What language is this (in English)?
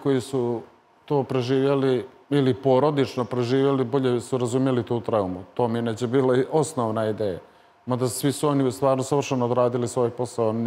Serbian